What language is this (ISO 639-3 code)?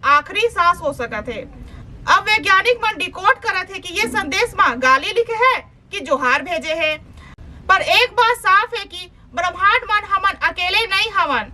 hne